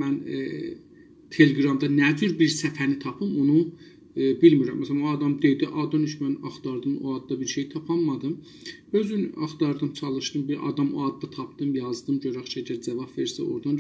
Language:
South Azerbaijani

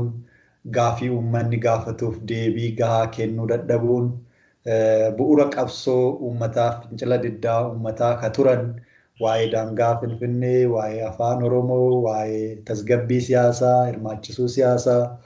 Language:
Oromo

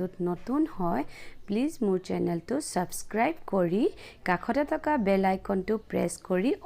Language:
Assamese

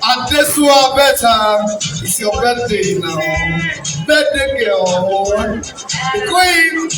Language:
Nigerian Pidgin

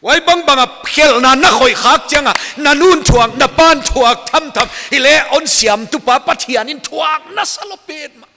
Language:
Paite Chin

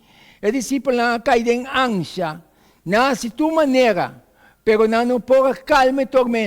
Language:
Papiamento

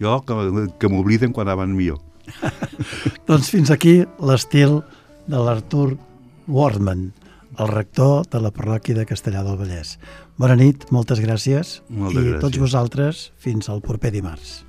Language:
Catalan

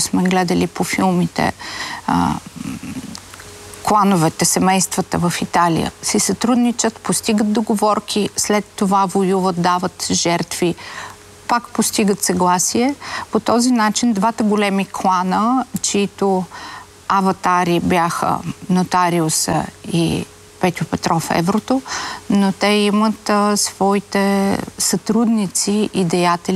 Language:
Bulgarian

